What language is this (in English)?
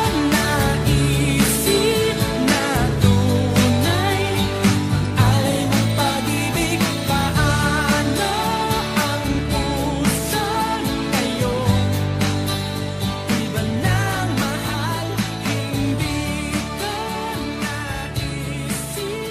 Filipino